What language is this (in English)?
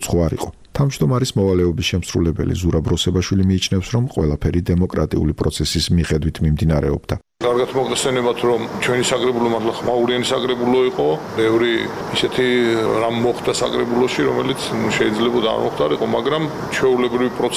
Georgian